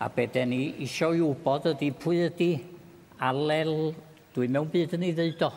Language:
Welsh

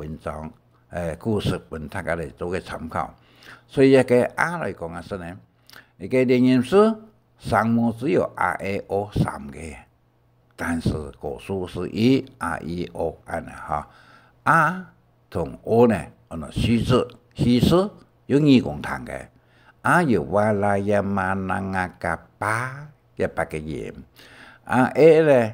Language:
Hakka Chinese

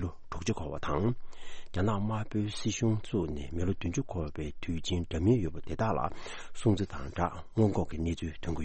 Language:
Tibetan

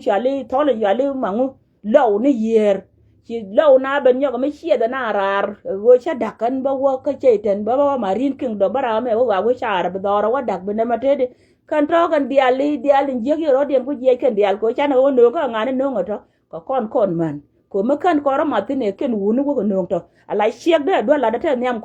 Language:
Nuer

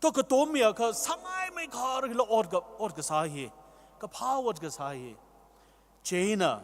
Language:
Tangkhul Naga (India)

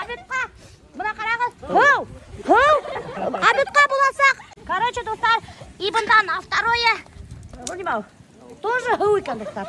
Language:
Bashkir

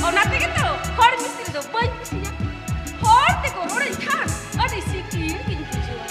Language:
Santali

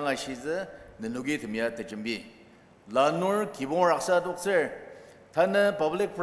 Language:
Ao Naga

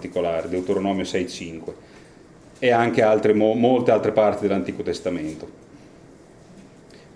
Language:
Italian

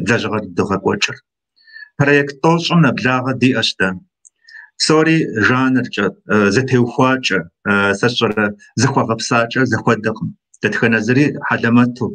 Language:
Kabardian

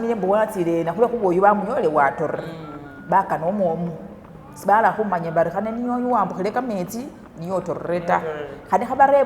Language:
Masaaba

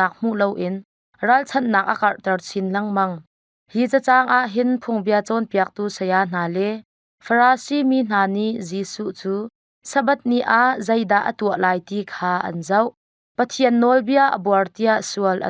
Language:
Hakha Chin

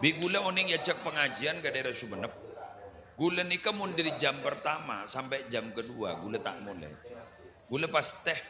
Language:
Madurese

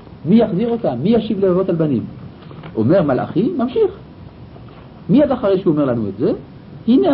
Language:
Hebrew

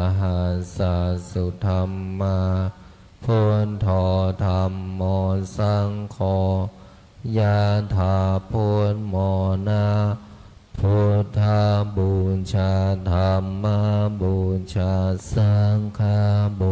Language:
Pali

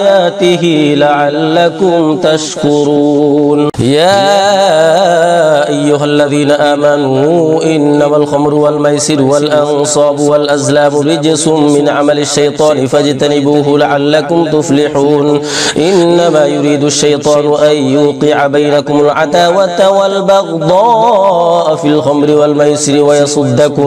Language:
Arabic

